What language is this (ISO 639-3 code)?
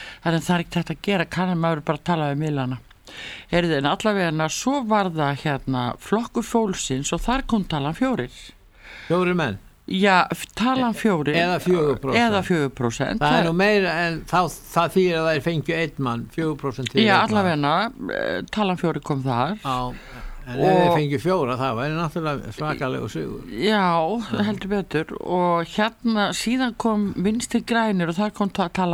isl